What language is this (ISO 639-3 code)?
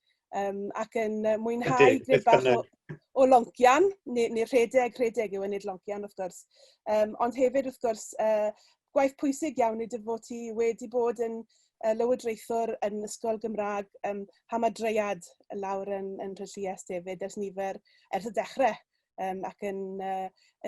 cym